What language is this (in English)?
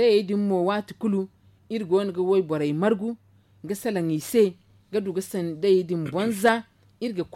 Zarma